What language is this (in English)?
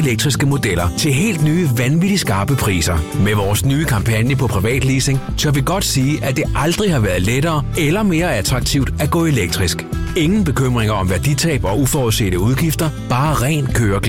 Danish